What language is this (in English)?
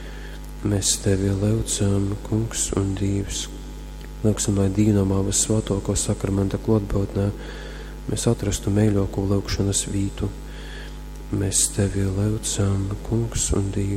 Latgalian